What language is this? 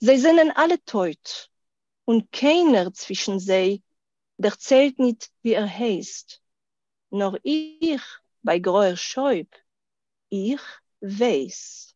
Yiddish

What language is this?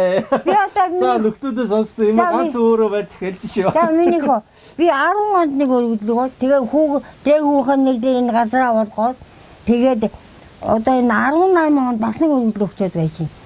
Mongolian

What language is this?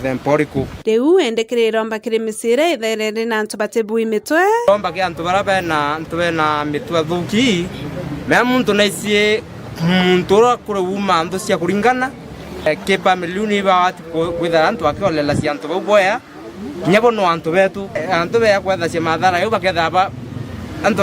Meru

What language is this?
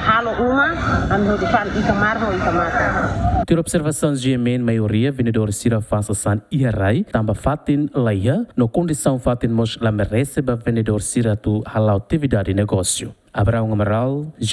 Tetum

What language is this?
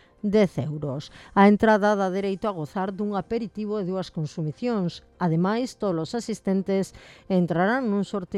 Galician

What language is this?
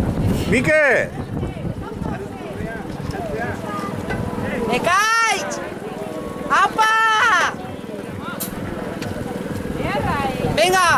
Basque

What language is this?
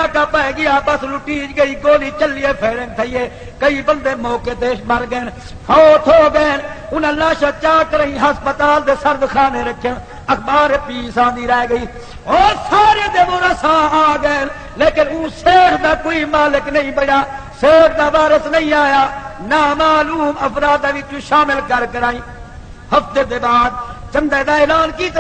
Saraiki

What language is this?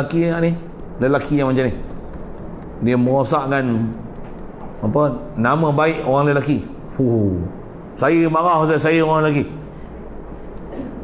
Malay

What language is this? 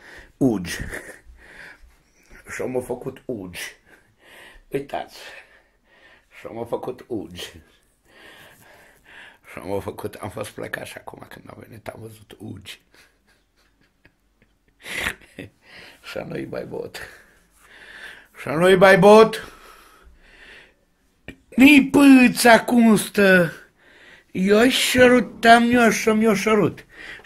Romanian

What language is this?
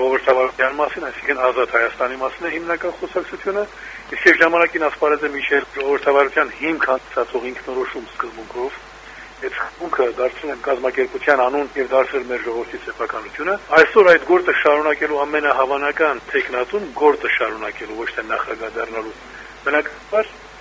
Armenian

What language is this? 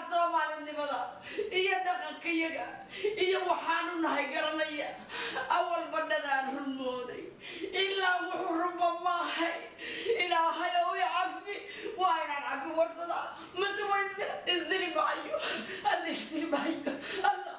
Somali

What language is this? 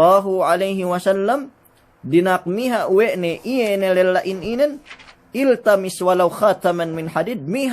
Yakan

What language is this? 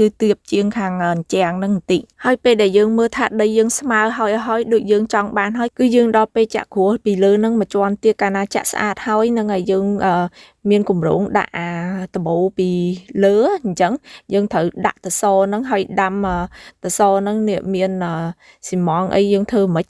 Khmer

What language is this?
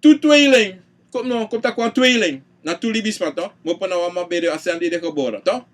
Sranan Tongo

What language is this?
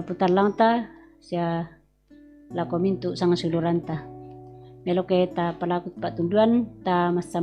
Toraja-Sa'dan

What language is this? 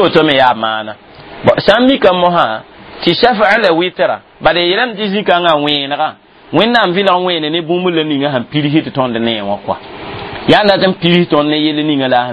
Mossi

